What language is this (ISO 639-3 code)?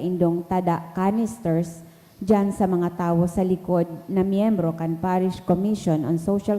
bik